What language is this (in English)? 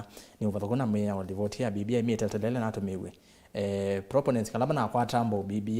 Kamba